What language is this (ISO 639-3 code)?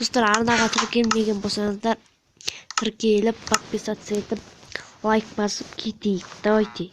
kaz